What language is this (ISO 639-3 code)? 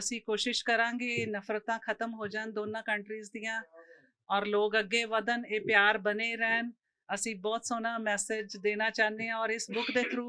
lah